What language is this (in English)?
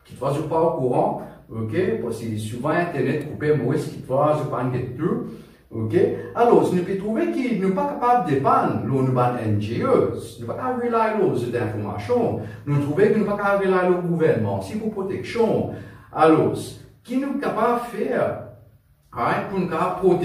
Morisyen